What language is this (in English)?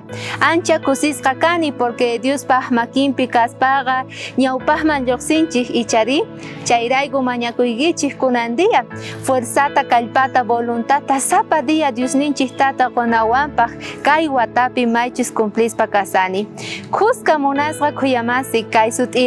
South Bolivian Quechua